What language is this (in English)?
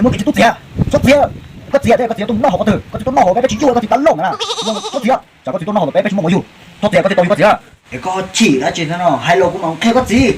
Hmong